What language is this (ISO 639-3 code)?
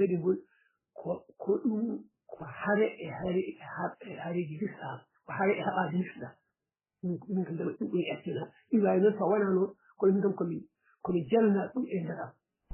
ful